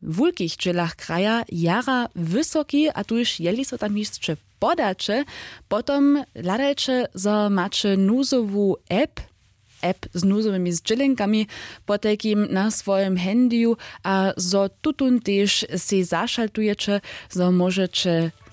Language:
Upper Sorbian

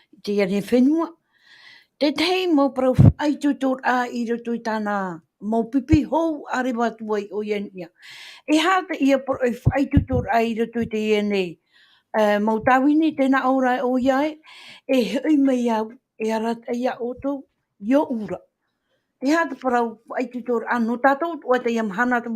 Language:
Tahitian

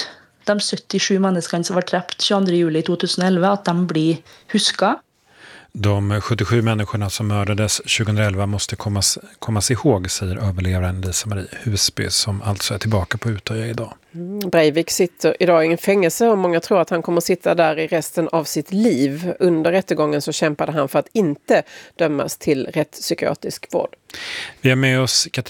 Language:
Swedish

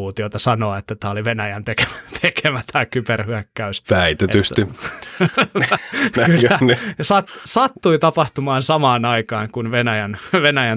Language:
Finnish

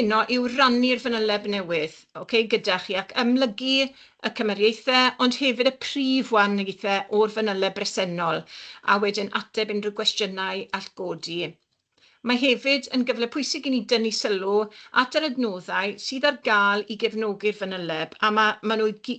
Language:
Welsh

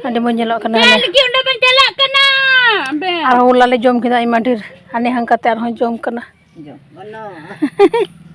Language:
Santali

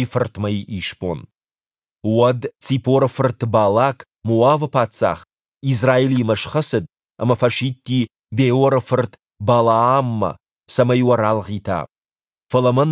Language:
Ossetic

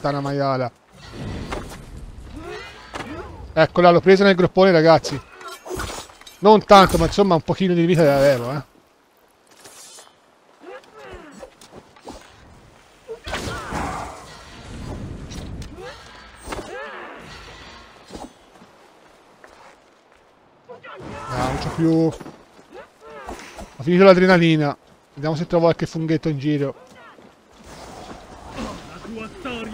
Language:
Italian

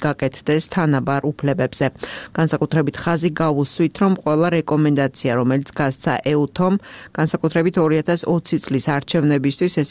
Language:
Georgian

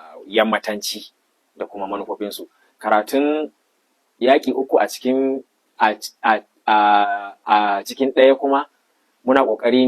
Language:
Hausa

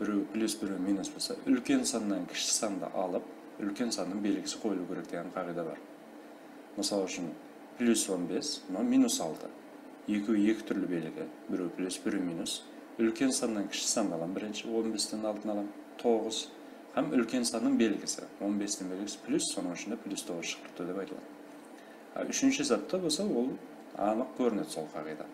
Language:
Kara-Kalpak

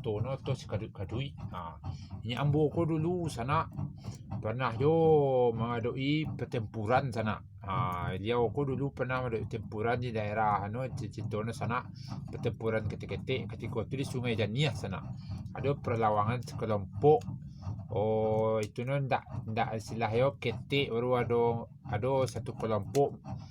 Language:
Minangkabau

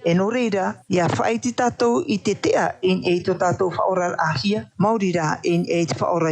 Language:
Tahitian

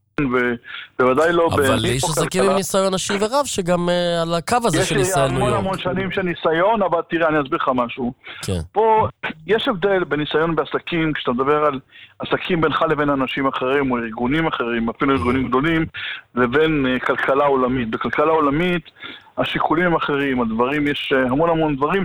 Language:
Hebrew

